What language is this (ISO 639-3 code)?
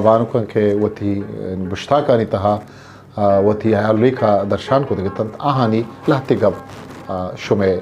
bgp